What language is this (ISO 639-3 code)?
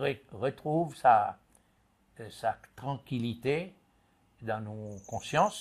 crs